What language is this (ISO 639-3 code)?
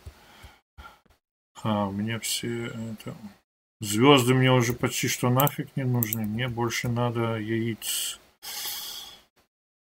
rus